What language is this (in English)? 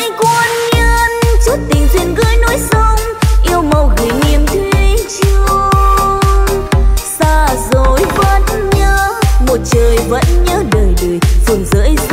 Vietnamese